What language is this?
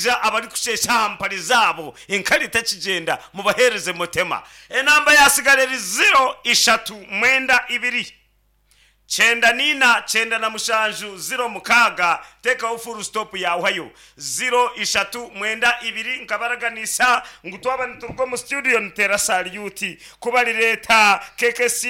Nyankole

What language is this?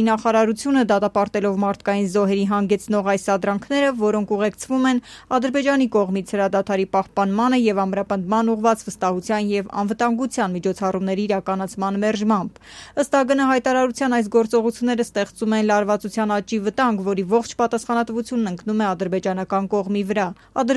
Armenian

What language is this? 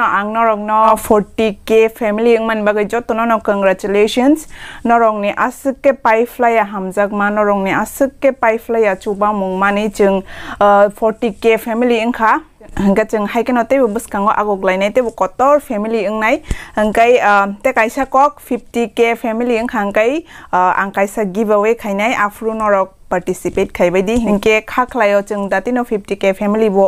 Kok Borok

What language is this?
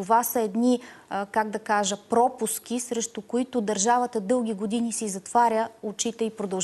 Bulgarian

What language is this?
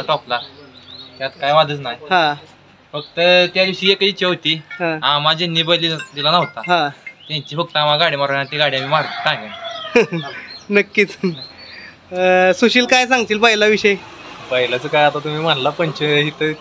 Marathi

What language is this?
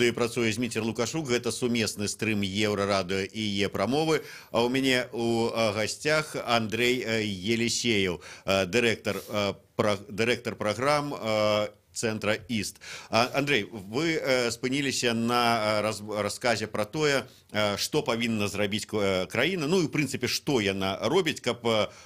Belarusian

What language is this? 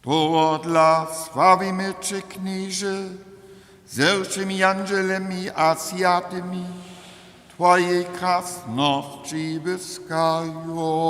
Upper Sorbian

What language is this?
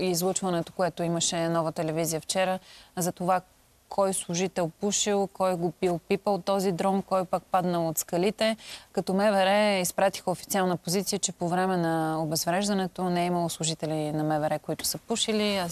Bulgarian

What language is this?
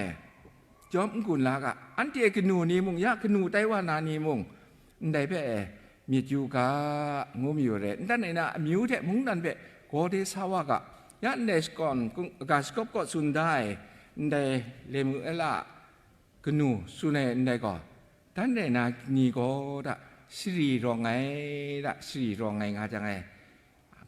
Kachin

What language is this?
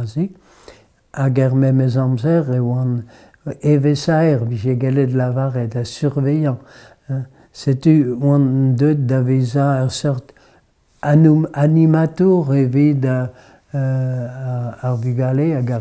Breton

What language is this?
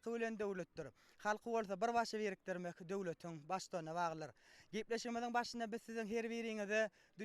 Turkmen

